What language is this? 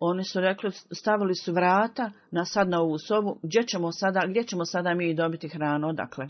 Bosnian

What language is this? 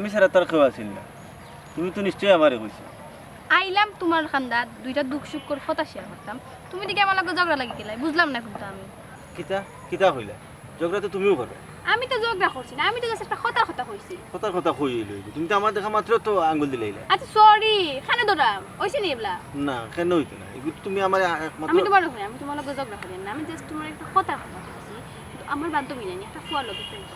Sylheti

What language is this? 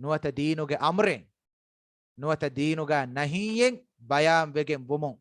Divehi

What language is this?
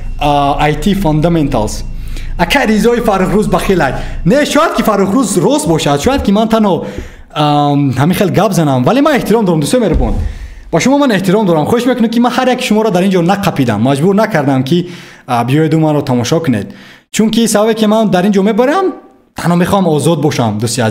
Tajik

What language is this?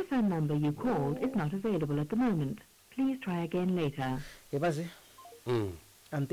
Tsonga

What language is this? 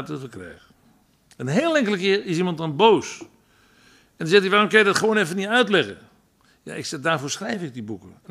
Dutch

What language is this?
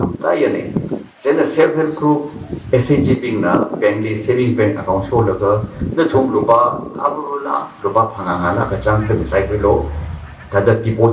Tangkhul Naga (India)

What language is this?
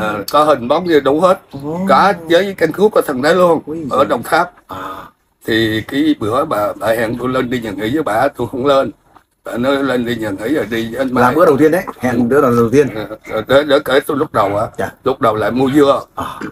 Vietnamese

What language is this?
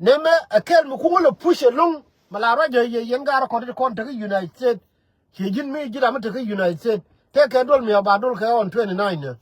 Nuer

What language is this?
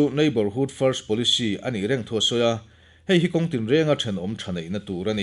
Mizo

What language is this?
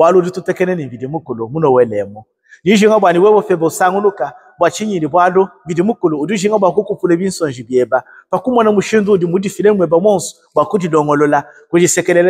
Luba-Lulua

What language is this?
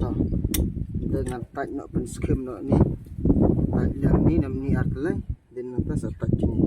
Khasi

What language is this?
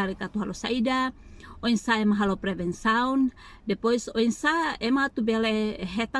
Tetum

